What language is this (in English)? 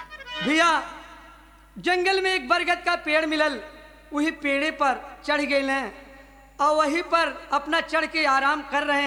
Bhojpuri